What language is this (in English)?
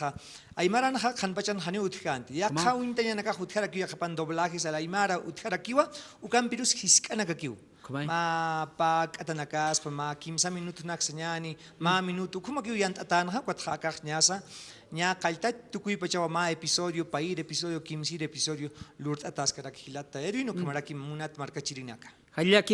Aymara